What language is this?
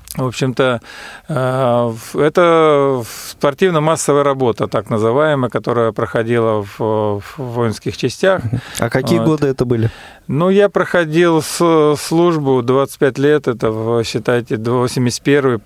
Russian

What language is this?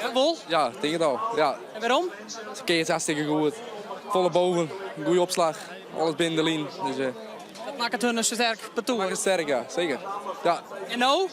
Western Frisian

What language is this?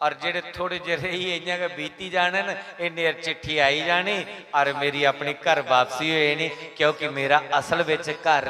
Dogri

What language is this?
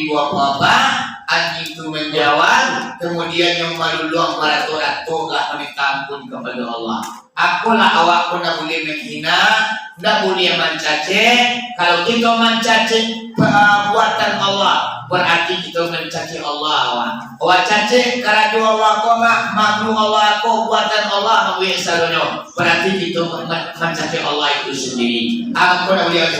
Minangkabau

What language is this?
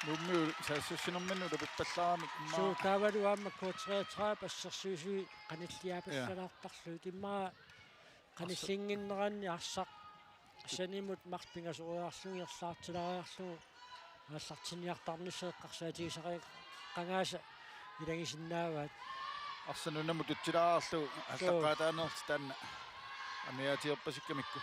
Kalaallisut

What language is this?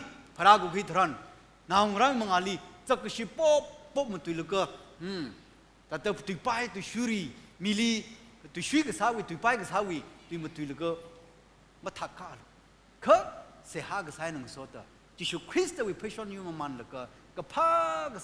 Tangkhul Naga (India)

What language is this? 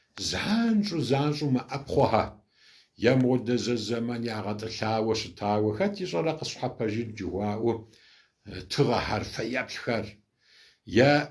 Kabardian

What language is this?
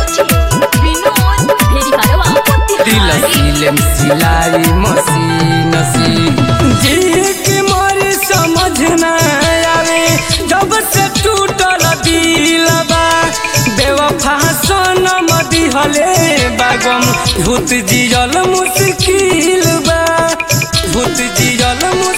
Bhojpuri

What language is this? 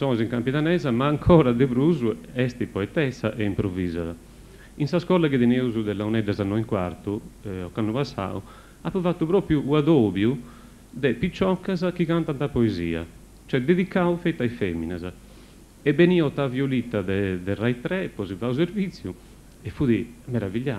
Sardinian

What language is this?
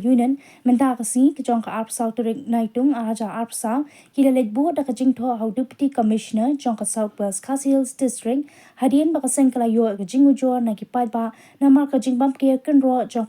Khasi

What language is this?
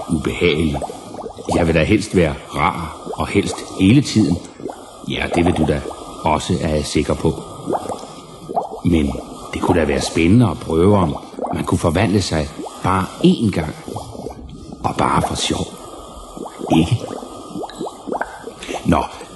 Danish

